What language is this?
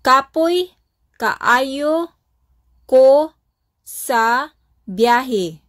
Cebuano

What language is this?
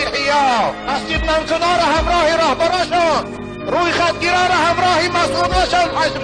Tajik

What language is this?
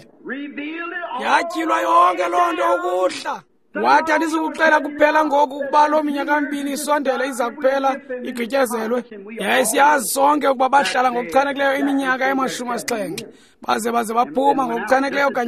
Xhosa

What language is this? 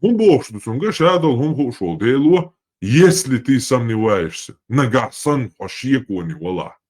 Chechen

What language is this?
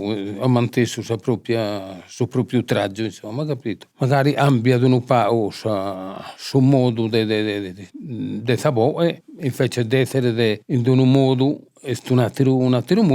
Sardinian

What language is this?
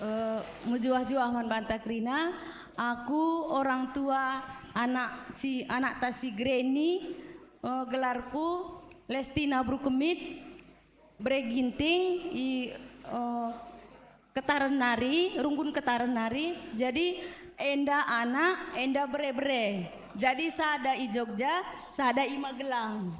Batak Karo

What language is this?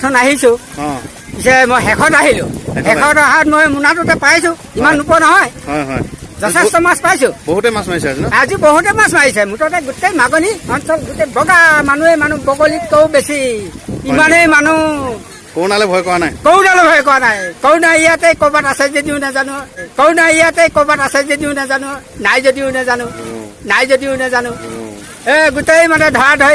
Assamese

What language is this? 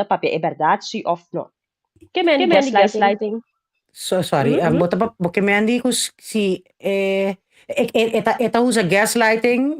Papiamento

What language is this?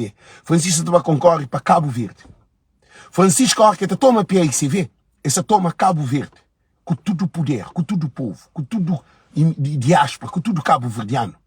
Kabuverdianu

